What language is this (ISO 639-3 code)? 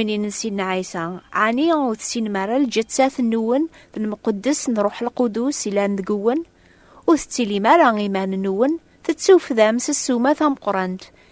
kab